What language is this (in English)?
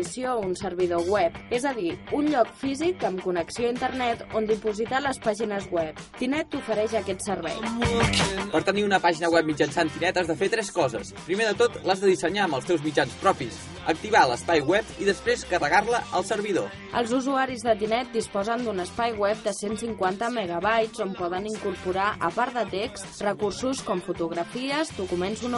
Catalan